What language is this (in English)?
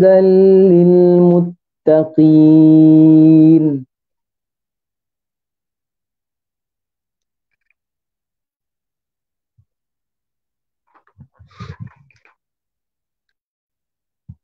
Malay